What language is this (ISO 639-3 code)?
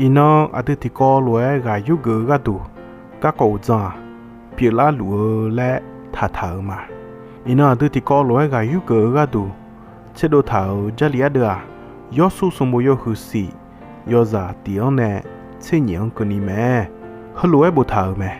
ahk